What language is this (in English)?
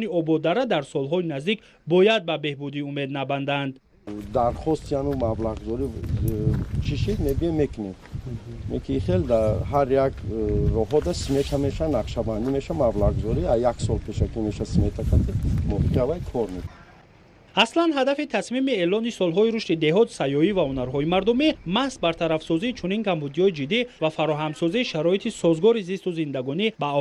Tajik